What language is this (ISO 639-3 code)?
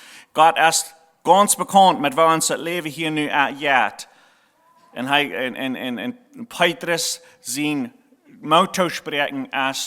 pdt